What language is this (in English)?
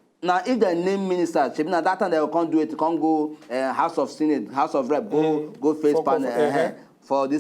Nigerian Pidgin